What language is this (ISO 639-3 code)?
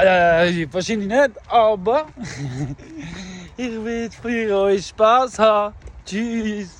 gsw